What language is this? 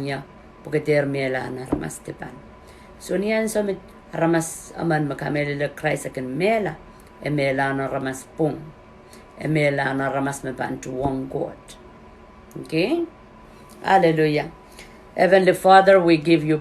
Pohnpeian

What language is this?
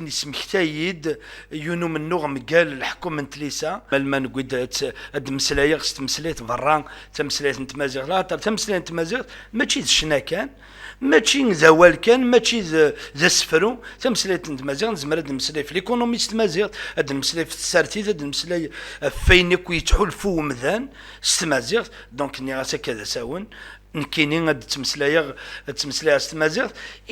Kabyle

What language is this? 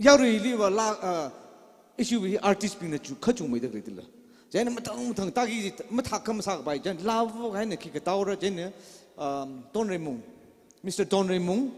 Tangkhul Naga (India)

